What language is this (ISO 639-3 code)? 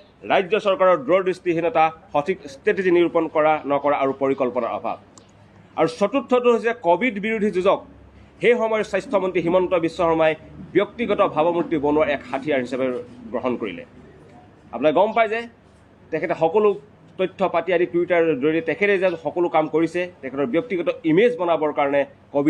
asm